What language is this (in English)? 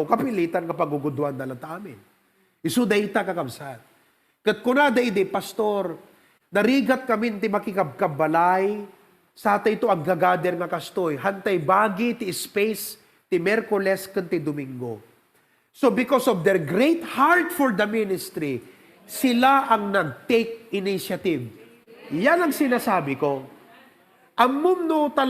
Iloko